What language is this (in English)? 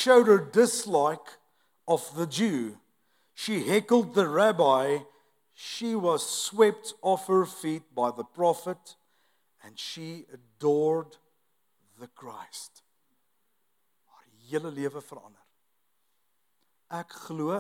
Afrikaans